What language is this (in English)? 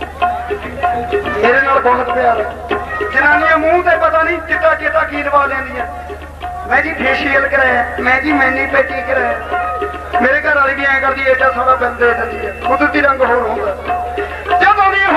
Punjabi